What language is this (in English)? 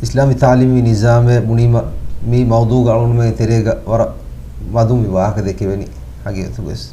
Divehi